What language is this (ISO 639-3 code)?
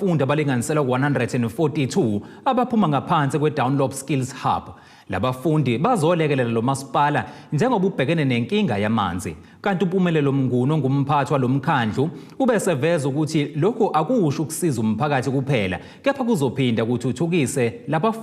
zul